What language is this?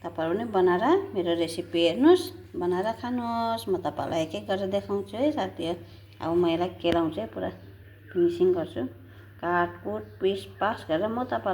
Nepali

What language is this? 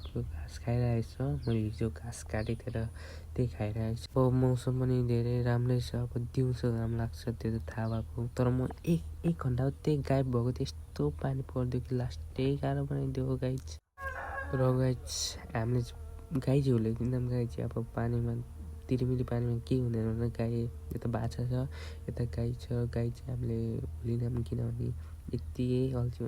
Nepali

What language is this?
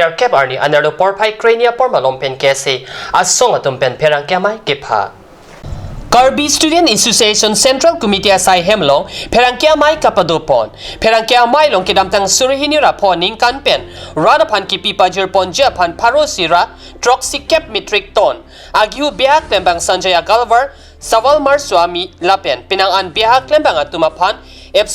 Karbi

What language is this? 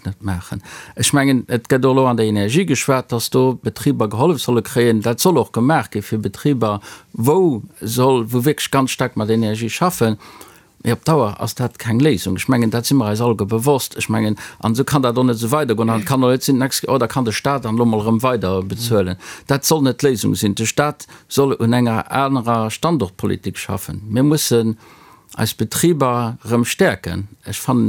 Luxembourgish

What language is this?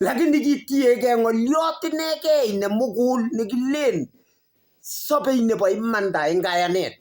Kalenjin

